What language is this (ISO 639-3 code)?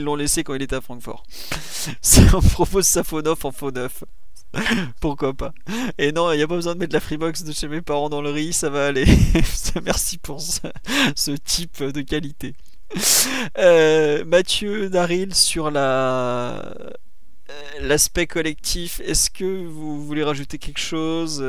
fra